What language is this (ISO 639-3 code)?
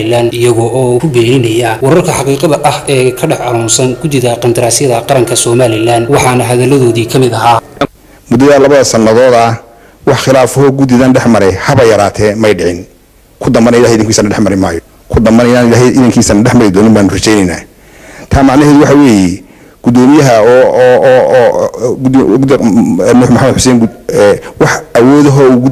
som